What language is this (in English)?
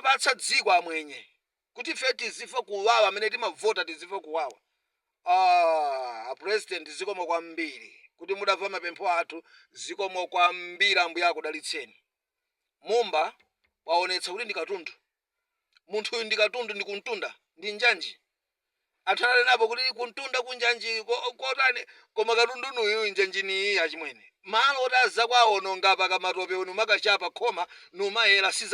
Nyanja